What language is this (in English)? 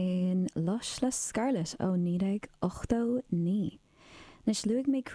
Irish